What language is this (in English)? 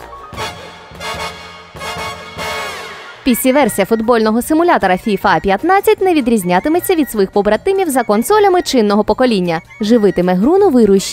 Ukrainian